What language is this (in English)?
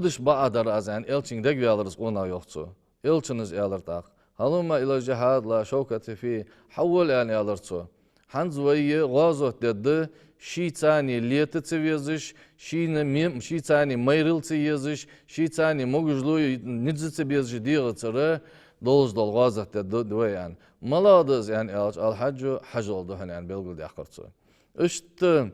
Ingush